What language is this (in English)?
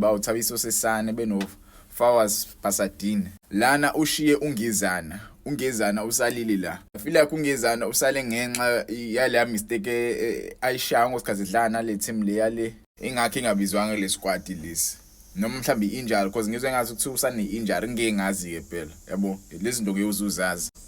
Zulu